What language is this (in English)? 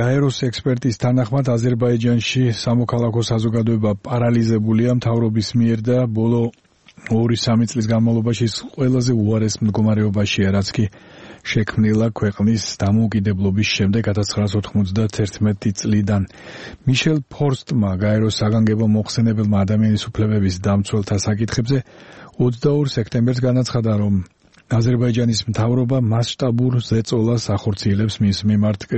Georgian